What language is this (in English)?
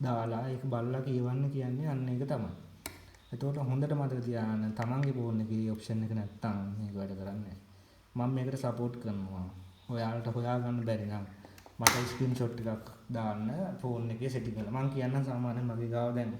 Sinhala